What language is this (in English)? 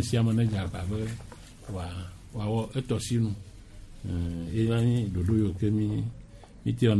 Gen